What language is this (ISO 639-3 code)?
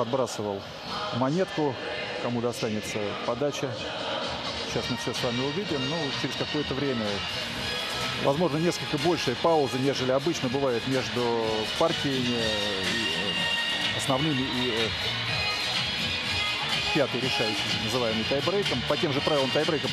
rus